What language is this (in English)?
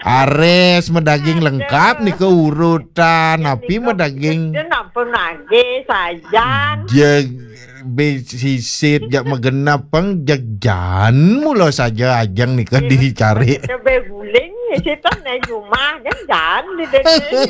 Balinese